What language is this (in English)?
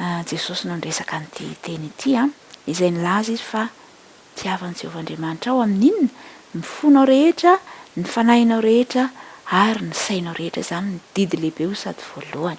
Malagasy